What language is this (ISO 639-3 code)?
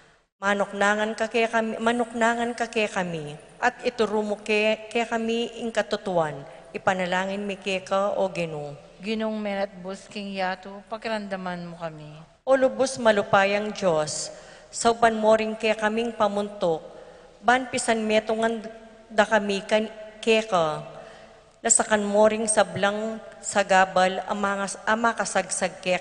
pam